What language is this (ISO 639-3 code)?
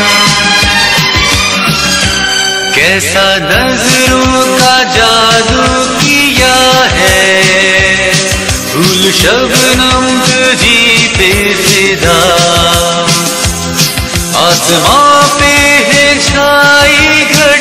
hin